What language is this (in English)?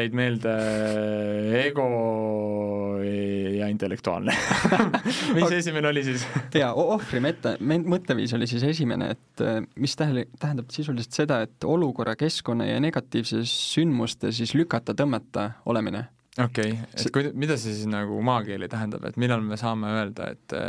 Estonian